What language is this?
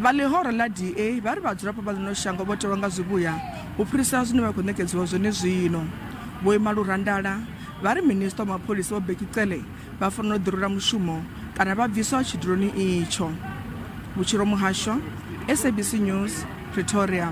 Venda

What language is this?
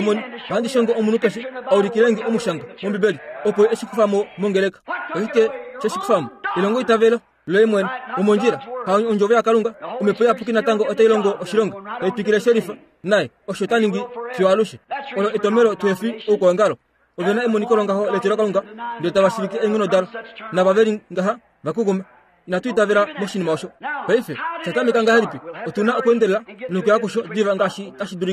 Kuanyama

